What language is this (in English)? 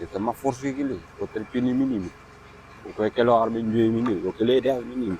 Kabuverdianu